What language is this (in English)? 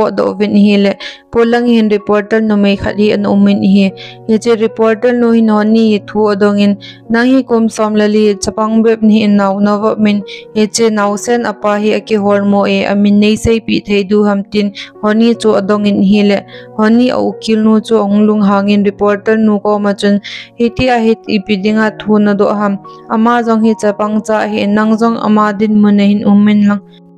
Thado Chin